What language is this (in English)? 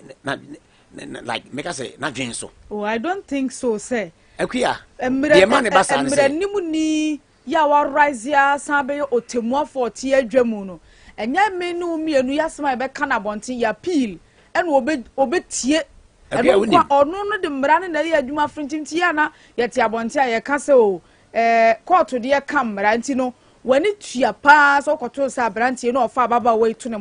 Akan